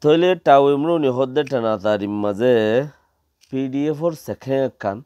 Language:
Rohingya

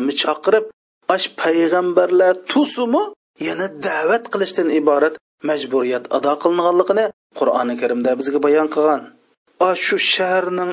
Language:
Uyghur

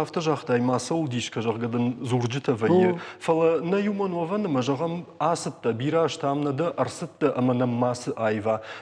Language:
Ossetic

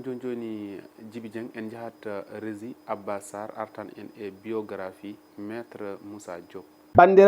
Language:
Fula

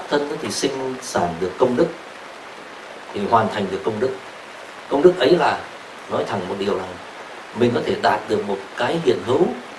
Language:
Vietnamese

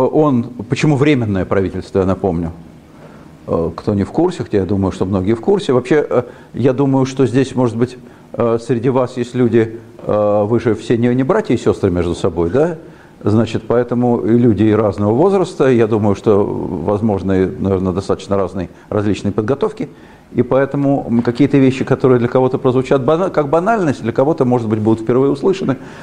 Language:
Russian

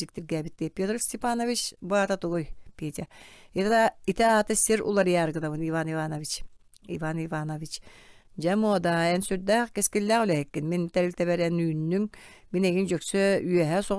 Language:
Yakut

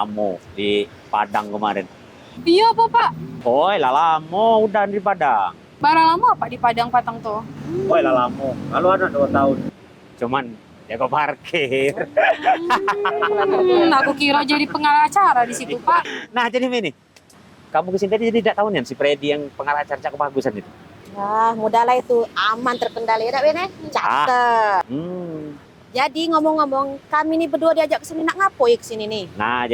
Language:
Musi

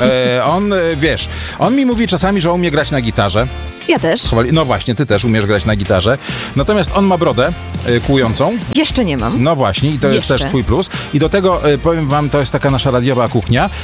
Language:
Polish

